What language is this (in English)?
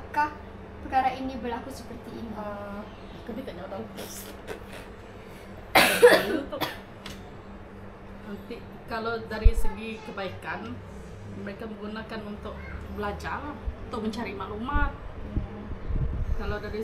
Malay